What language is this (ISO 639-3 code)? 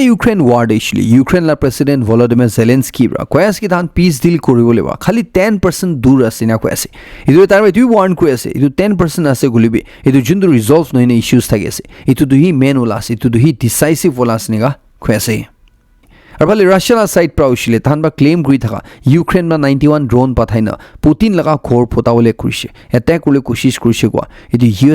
nag